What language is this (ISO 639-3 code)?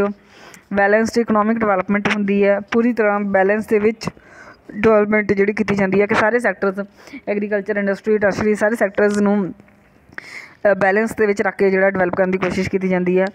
pan